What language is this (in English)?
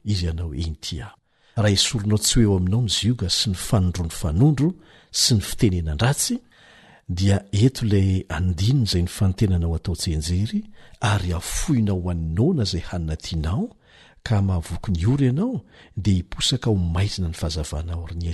Malagasy